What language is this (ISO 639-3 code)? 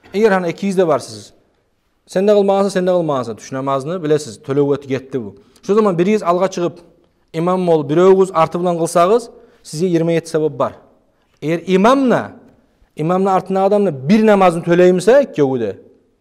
kum